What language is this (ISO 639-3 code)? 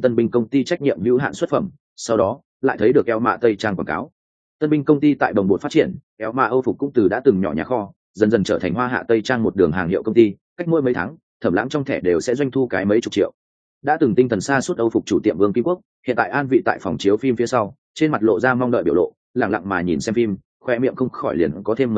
vie